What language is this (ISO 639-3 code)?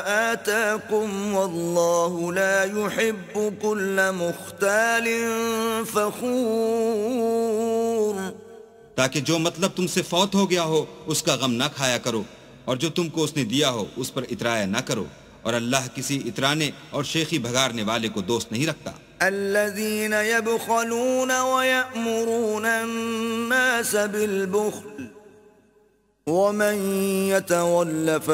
urd